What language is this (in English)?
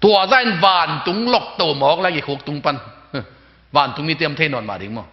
Tedim Chin